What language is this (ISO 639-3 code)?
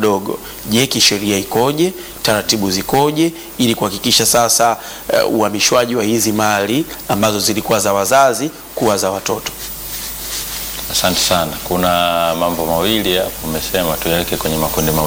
swa